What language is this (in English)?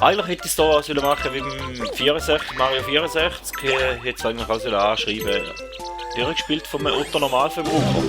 Swiss German